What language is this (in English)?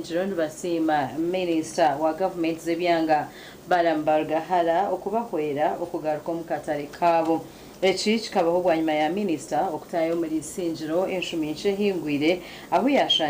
Nyankole